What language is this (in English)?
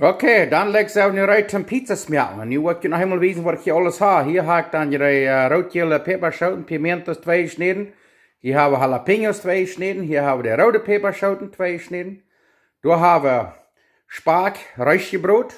Plautdietsch